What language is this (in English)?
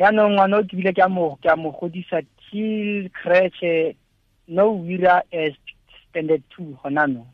Tswana